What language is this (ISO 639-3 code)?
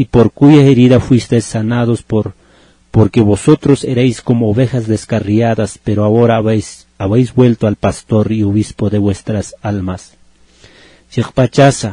aym